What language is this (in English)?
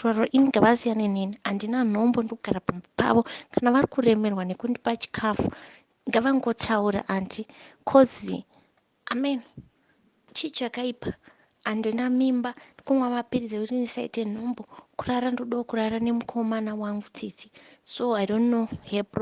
Shona